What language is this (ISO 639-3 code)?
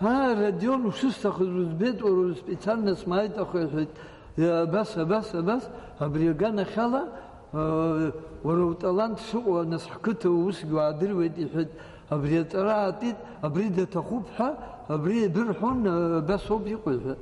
abk